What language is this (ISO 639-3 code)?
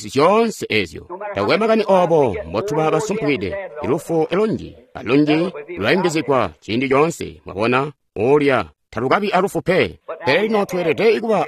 toi